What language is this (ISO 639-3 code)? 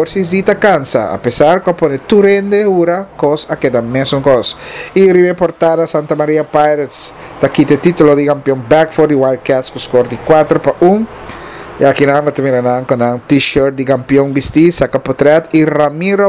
pap